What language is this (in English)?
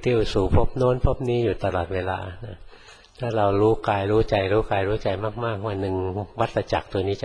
Thai